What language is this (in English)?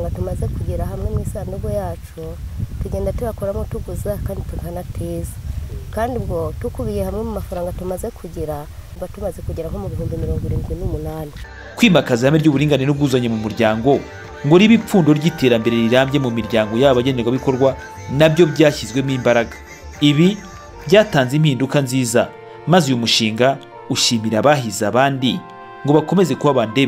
Kinyarwanda